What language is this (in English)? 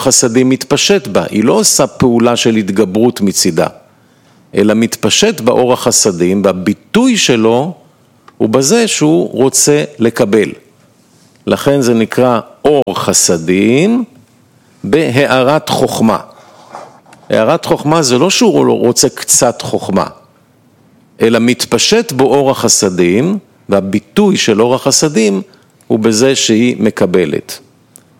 Hebrew